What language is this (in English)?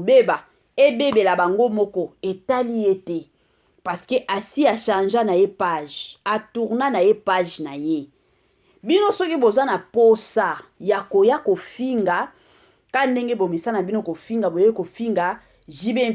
Lingala